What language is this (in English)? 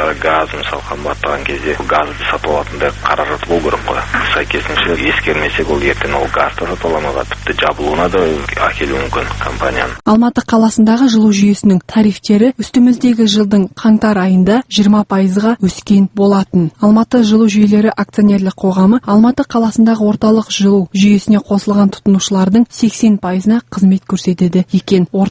Kazakh